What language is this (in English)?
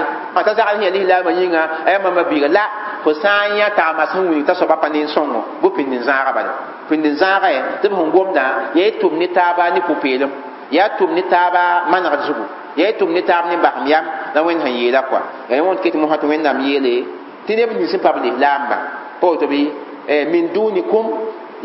Mossi